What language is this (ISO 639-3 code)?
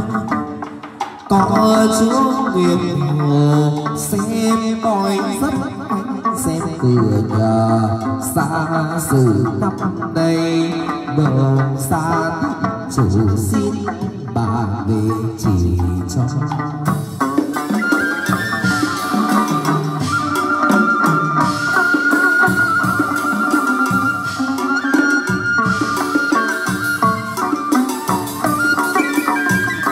vie